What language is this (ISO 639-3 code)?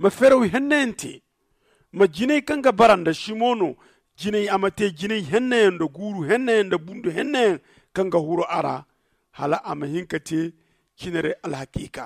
dje